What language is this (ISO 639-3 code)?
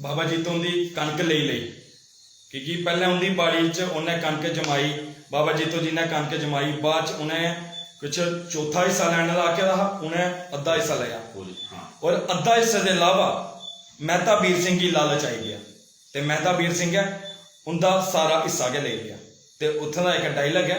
doi